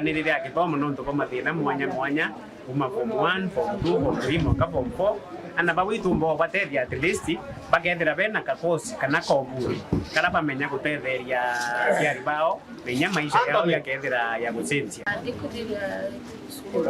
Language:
Meru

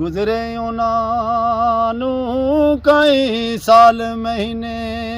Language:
Pahari-Potwari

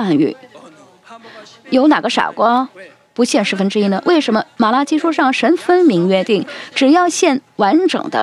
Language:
Chinese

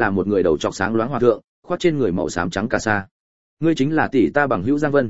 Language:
Vietnamese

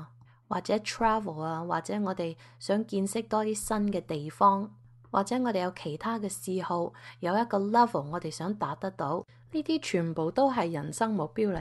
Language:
Cantonese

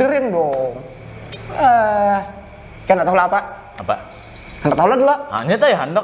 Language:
Banjar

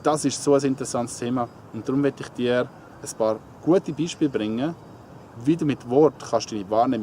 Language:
Swiss German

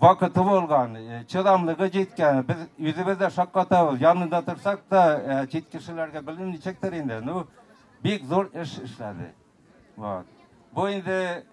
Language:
Tatar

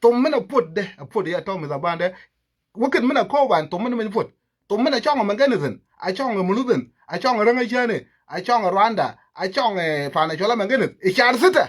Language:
Nuer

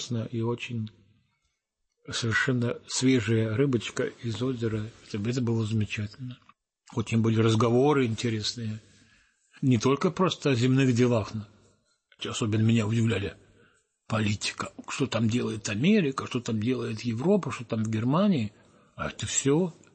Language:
Russian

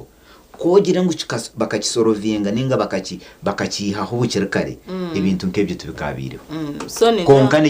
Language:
Nyankole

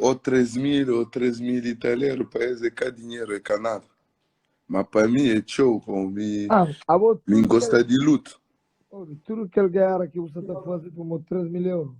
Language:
Kabuverdianu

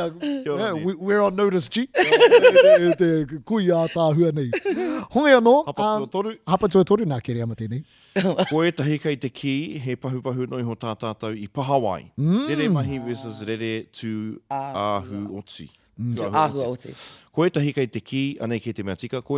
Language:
Māori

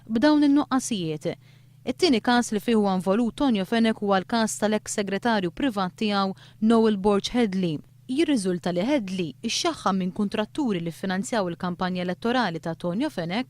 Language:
Maltese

